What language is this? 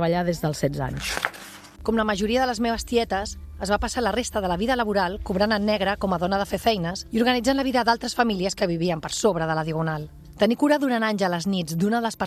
Catalan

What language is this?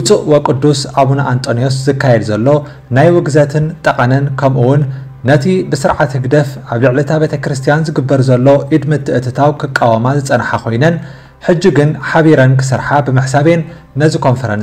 Tigrinya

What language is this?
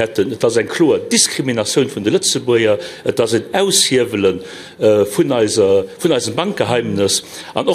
Luxembourgish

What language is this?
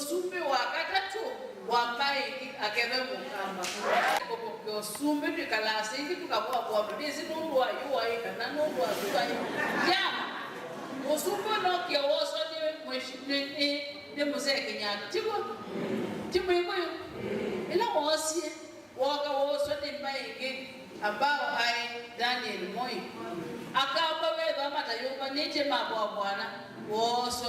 Kamba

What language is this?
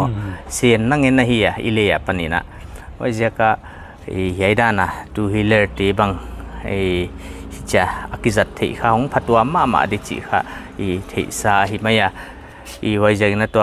Paite Chin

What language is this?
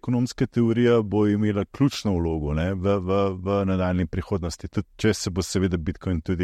Slovenian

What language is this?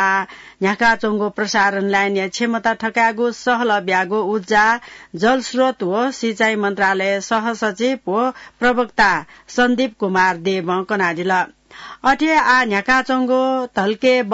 Newari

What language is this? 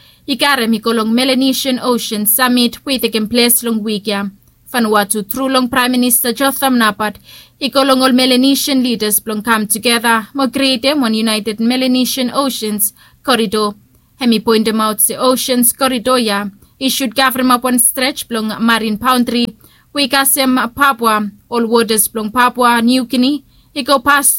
Bislama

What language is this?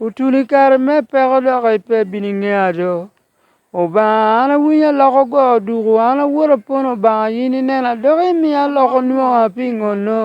Lango (Uganda)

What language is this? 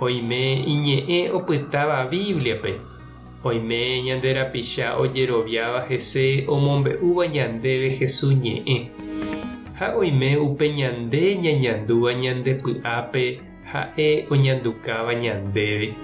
Guarani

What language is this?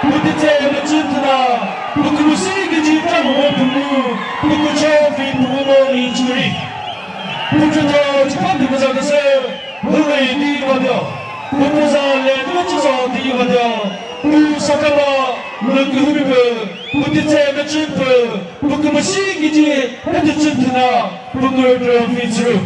Chokri Naga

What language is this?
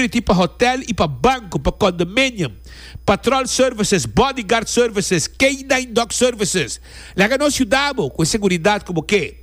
Papiamento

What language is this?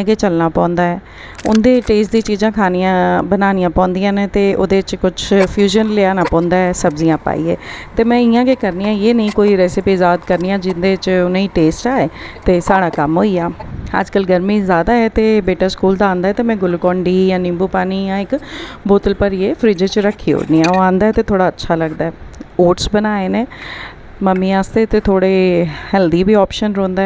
Dogri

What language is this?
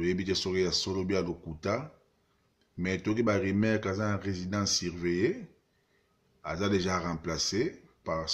Lingala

